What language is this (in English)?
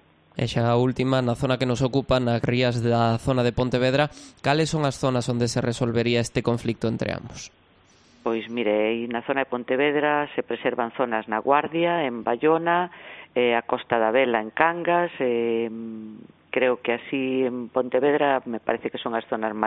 Galician